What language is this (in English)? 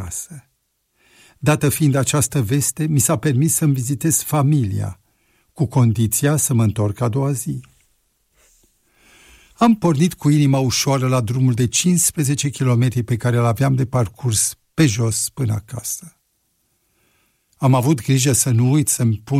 Romanian